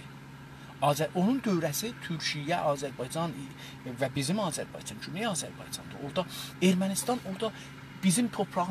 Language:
South Azerbaijani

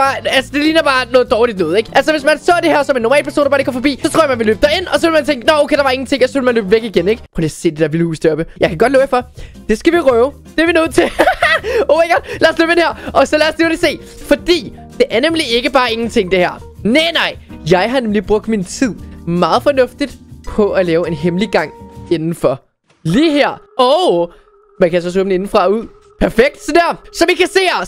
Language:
Danish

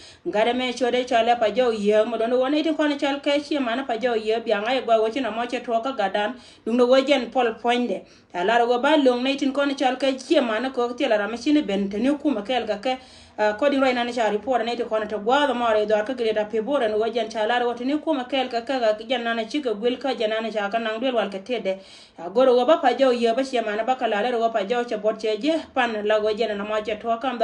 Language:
Nuer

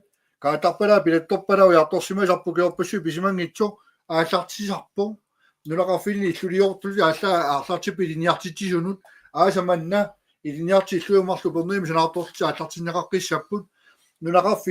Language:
Kalaallisut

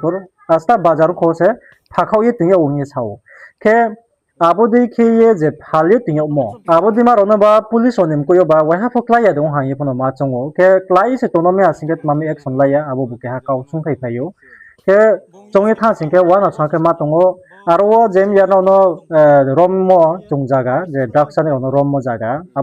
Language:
Riang (India)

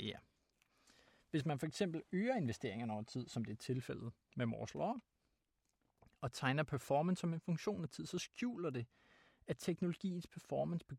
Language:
Danish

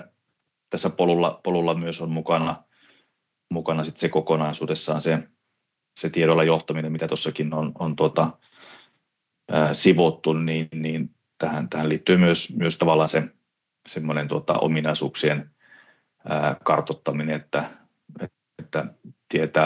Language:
Finnish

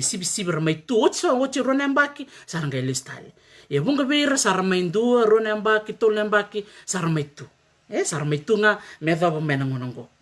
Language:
Fijian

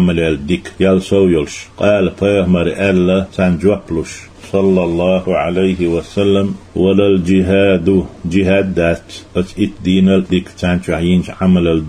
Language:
Chechen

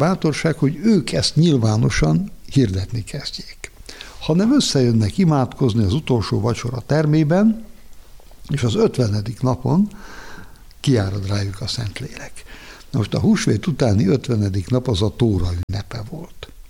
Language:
Hungarian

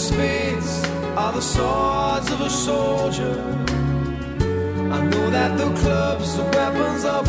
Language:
Greek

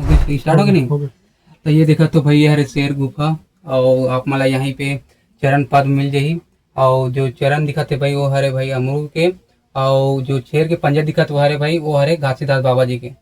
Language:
Chhattisgarhi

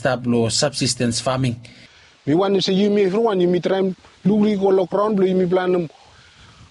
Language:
Bislama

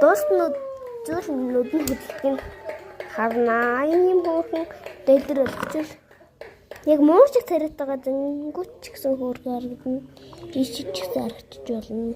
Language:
Mongolian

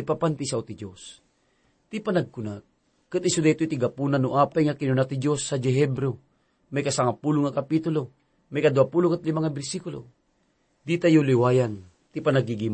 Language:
Iloko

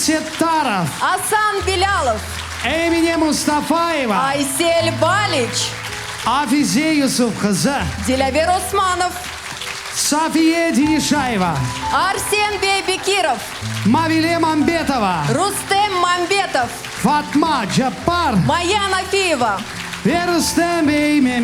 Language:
Crimean Tatar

